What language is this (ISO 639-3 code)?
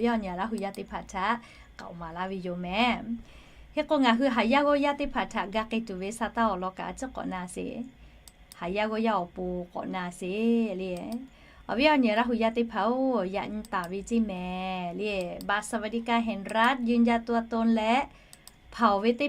lhu